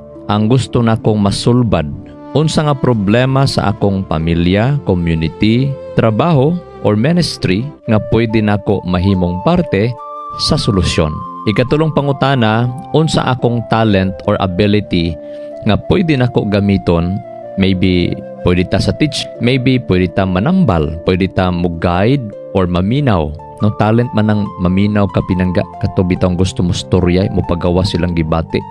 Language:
Cebuano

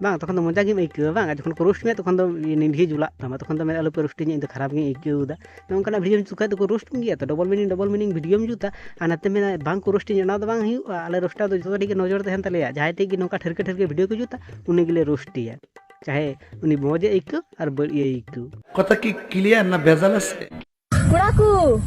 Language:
Santali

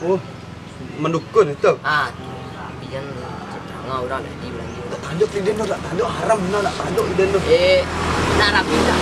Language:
Minangkabau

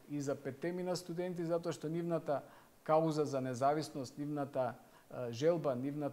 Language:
Macedonian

